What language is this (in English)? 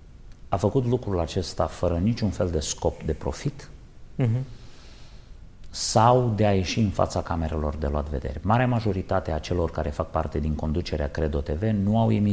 Romanian